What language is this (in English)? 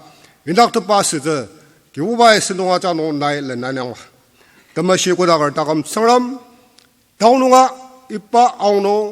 Ao Naga